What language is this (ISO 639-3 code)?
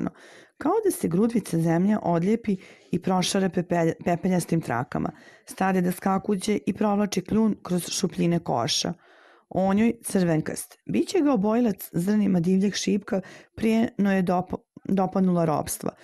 srp